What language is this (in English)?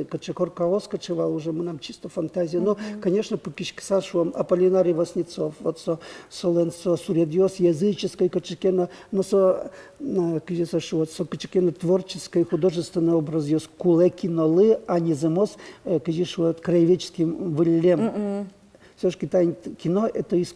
Udmurt